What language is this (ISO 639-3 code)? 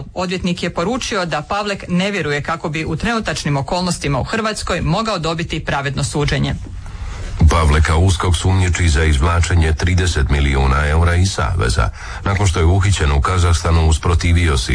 hrv